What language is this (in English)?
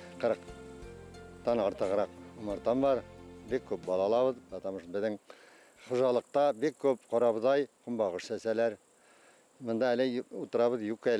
Bashkir